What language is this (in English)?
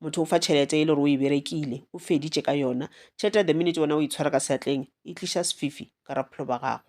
Northern Sotho